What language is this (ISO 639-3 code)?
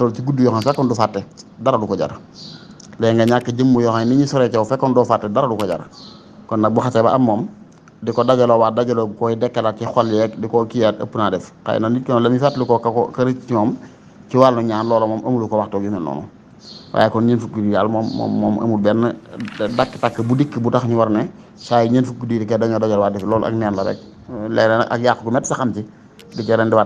wol